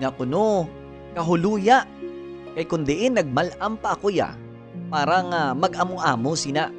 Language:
Hiligaynon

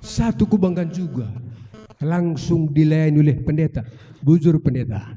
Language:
Batak Karo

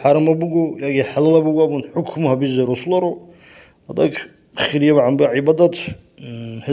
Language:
Avaric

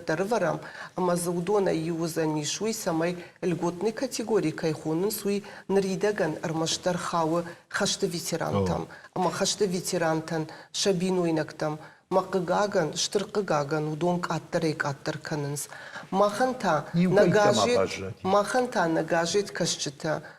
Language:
Ossetic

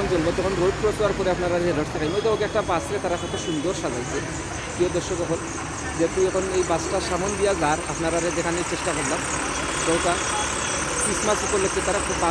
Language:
Sylheti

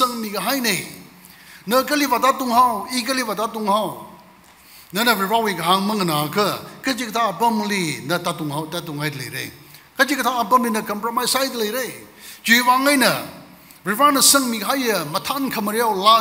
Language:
Tangkhul Naga (India)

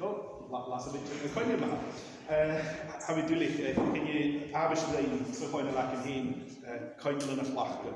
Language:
Scottish Gaelic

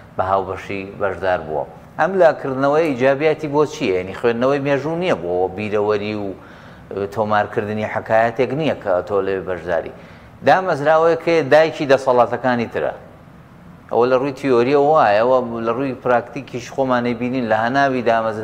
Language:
Central Kurdish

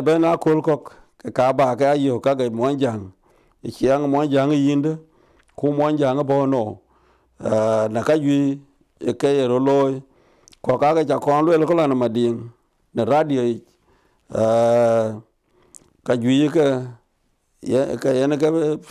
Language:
Dinka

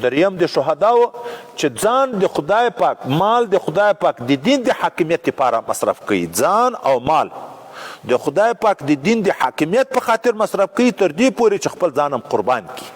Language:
Pashto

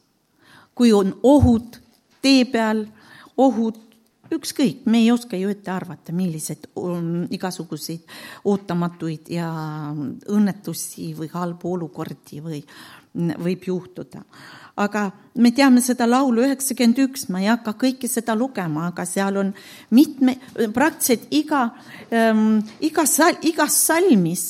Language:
Estonian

